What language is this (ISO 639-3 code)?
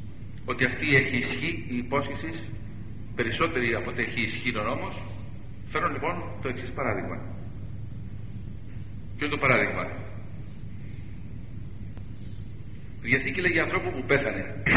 ell